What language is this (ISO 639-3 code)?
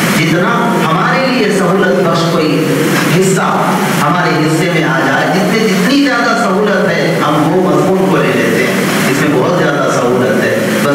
urd